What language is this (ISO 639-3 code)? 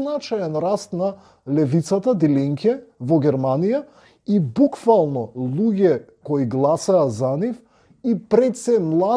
mkd